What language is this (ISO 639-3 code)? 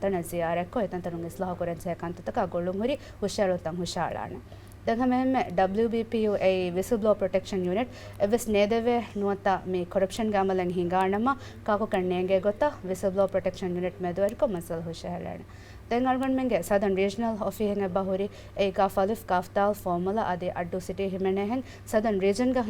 div